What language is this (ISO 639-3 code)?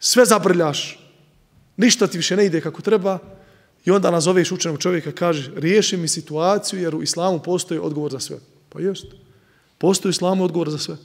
bos